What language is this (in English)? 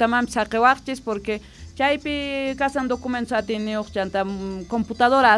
Quechua